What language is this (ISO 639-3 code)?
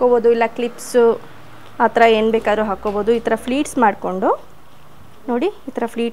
kan